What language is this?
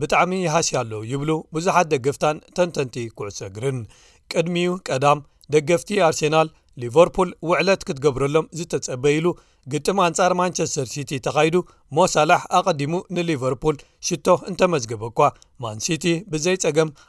Tigrinya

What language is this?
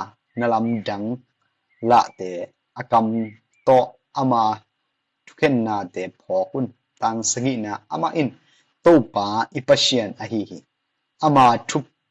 Tedim Chin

